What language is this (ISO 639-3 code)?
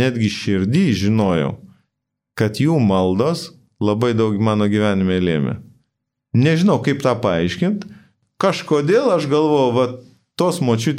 lit